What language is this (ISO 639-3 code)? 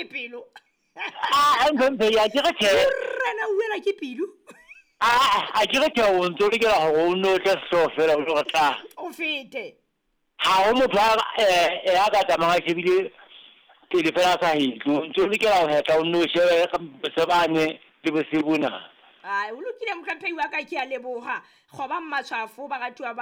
sot